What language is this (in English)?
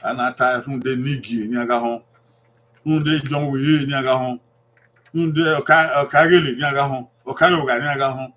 Bini